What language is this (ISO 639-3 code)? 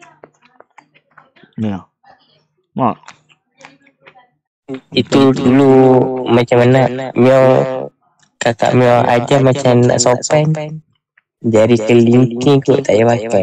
msa